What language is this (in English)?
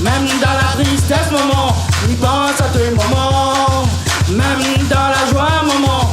Réunion Creole French